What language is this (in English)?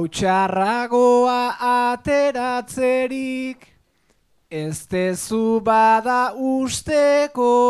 Basque